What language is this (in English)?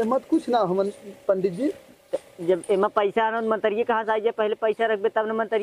Awadhi